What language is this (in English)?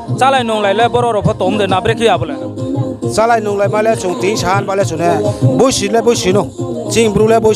Riang (India)